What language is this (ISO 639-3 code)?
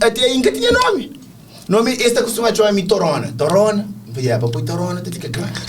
kea